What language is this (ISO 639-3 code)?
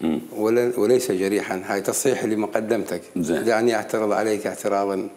acm